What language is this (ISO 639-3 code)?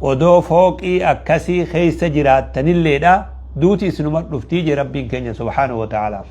orm